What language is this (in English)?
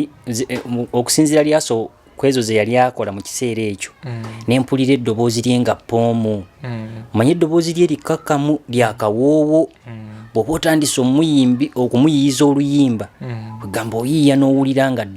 Ganda